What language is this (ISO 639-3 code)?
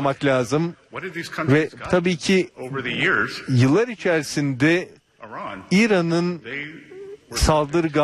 tur